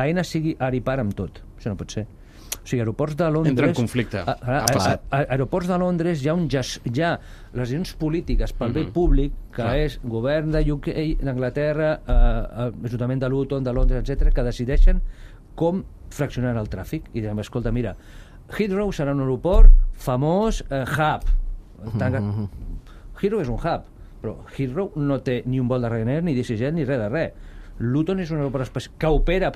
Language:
Catalan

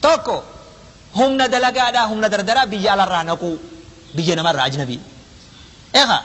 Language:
Oromo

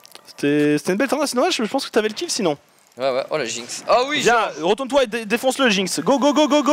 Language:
French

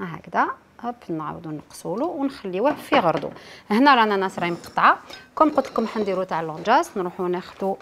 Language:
Algerian Arabic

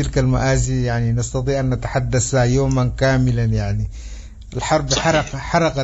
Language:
Sudanese Arabic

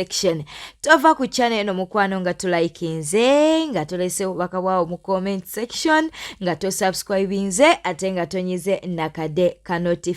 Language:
Ganda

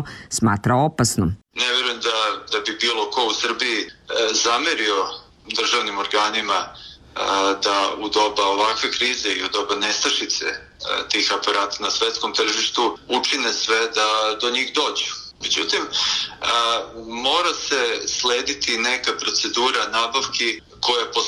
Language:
Serbian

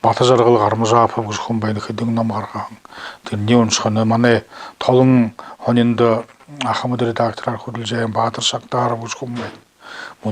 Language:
Buriat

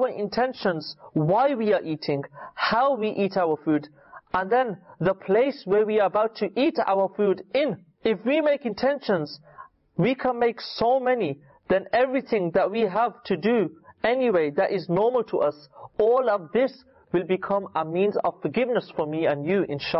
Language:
English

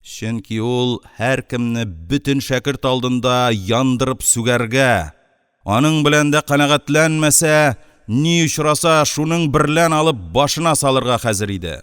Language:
Tatar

